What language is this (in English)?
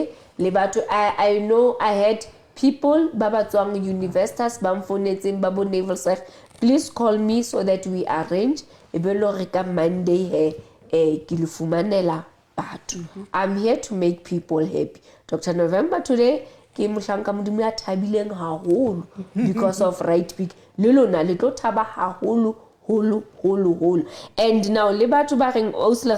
Southern Sotho